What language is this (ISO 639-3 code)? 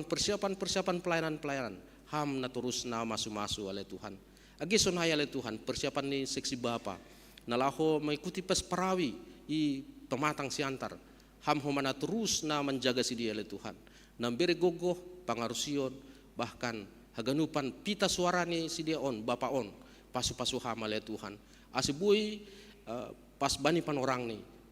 bts